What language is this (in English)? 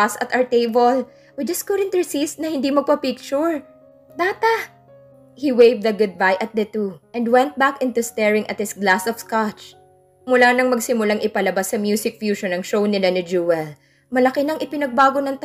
Filipino